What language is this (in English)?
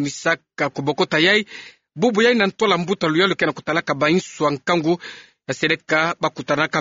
Kituba (Democratic Republic of Congo)